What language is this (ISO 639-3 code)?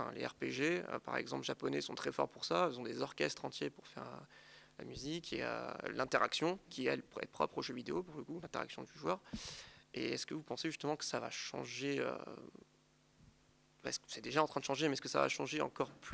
fra